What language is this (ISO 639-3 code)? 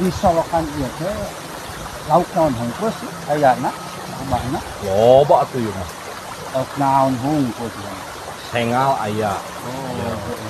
sun